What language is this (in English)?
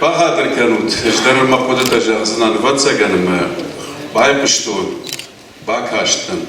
Ossetic